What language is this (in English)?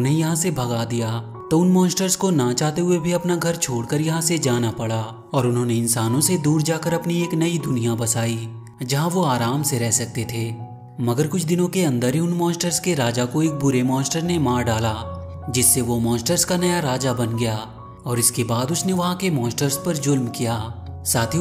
Hindi